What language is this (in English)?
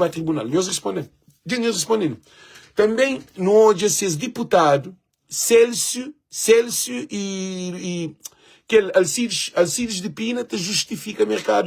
Kabuverdianu